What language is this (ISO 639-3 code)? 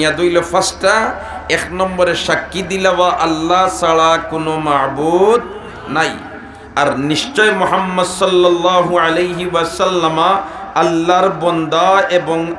syl